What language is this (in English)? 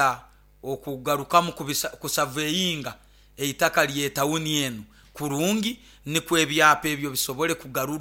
Nyoro